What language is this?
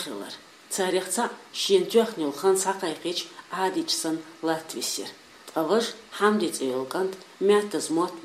Chechen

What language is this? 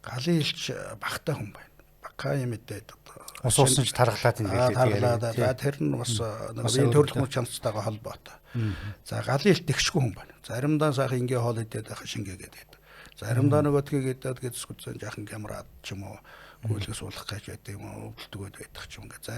Mongolian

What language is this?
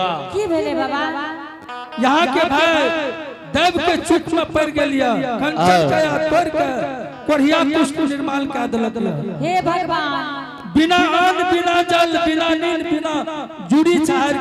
Angika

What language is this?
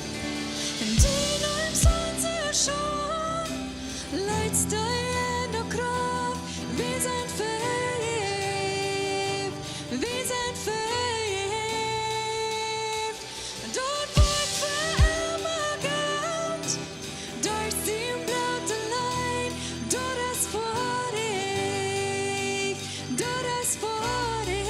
Plautdietsch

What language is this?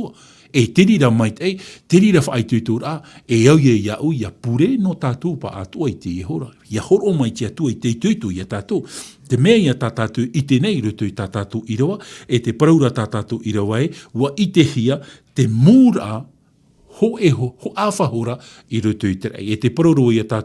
Tahitian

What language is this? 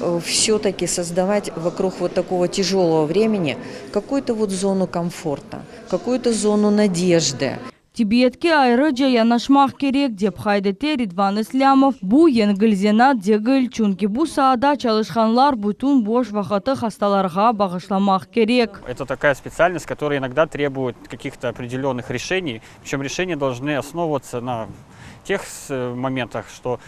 Crimean Tatar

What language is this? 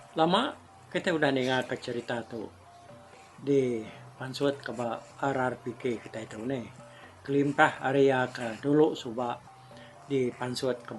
Iban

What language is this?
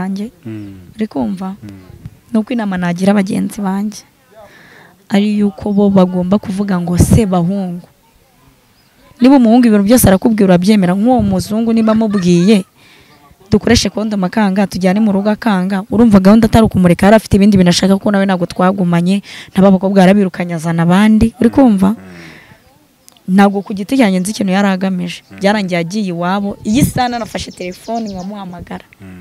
Kinyarwanda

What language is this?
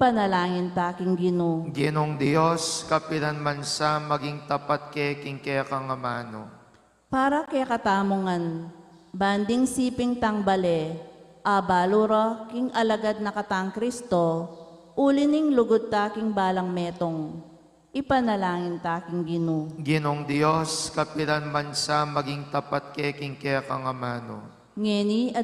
Pampanga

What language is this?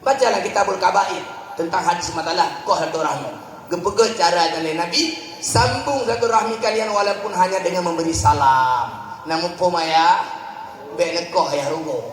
Achinese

